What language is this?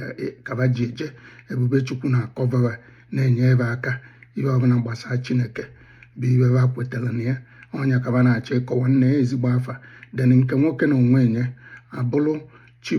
Igbo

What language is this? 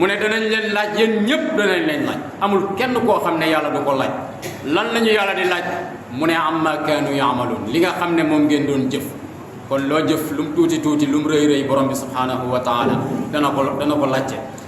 Wolof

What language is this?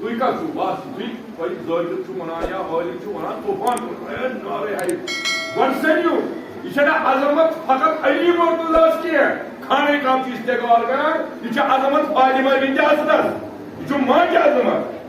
Kashmiri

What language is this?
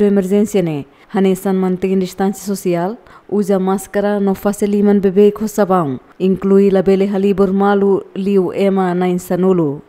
Tetum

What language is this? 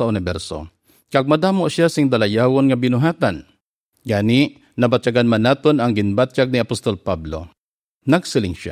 Hiligaynon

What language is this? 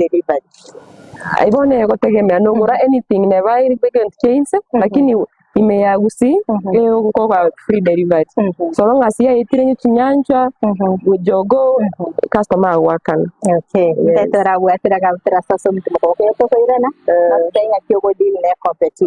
Gusii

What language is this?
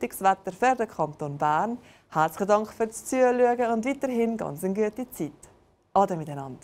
Swiss German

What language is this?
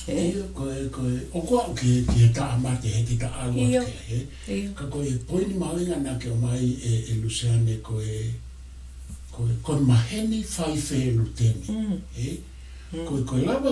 Tongan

